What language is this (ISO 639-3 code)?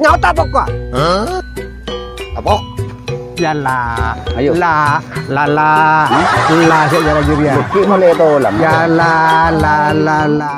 mad